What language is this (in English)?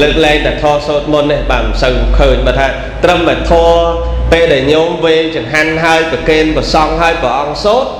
Khmer